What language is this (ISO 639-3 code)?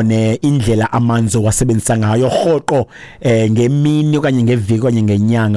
xho